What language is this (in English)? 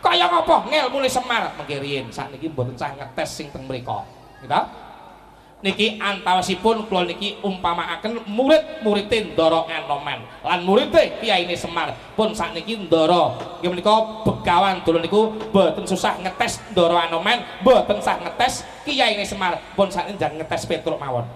Javanese